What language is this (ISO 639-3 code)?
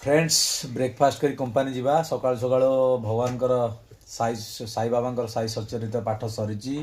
ori